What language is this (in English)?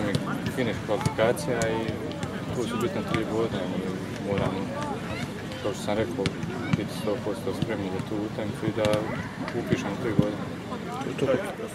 Croatian